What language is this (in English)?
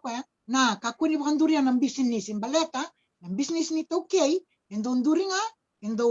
Fijian